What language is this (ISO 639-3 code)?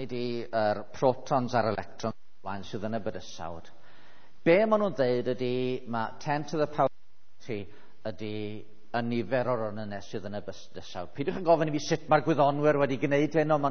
cym